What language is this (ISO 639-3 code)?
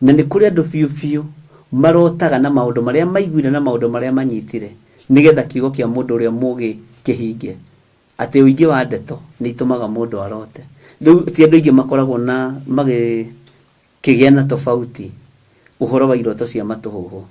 kik